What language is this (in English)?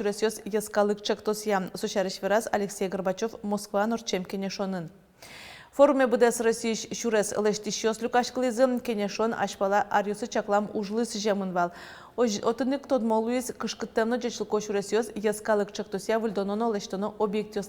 Udmurt